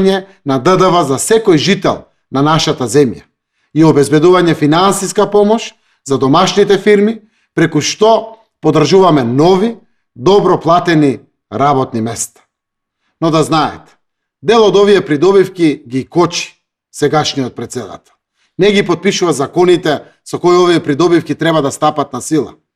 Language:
Macedonian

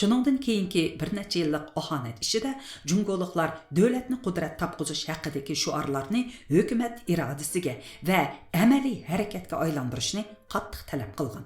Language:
Uyghur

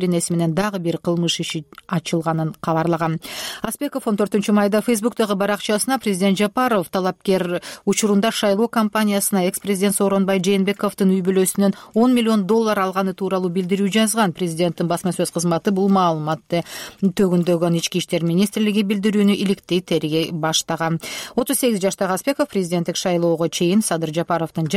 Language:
Kyrgyz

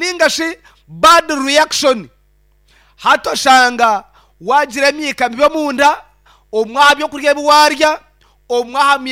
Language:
Nyankole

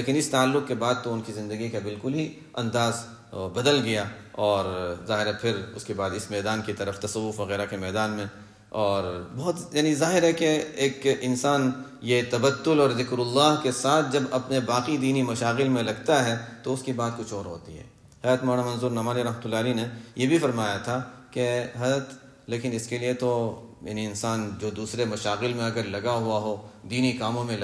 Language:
Urdu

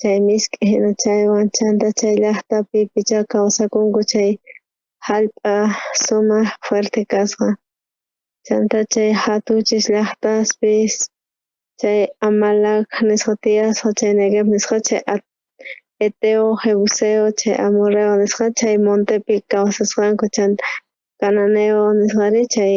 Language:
South Bolivian Quechua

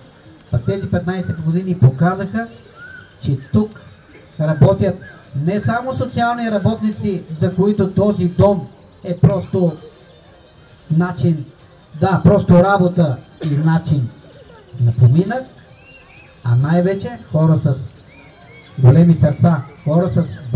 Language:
Bulgarian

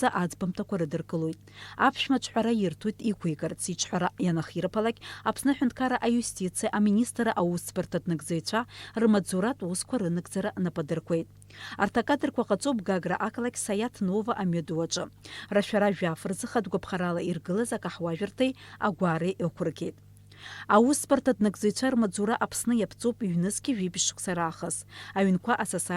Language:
Abkhazian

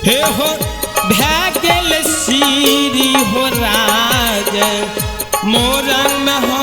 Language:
Maithili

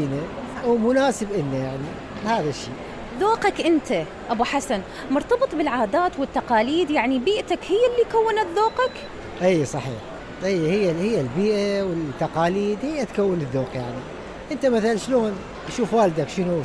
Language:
Mesopotamian Arabic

